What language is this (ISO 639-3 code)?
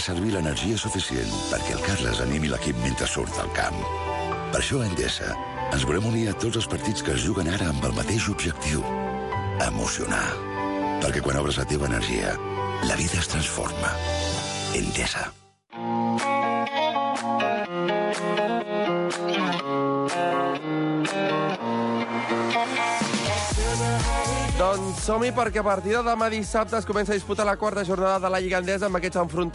cat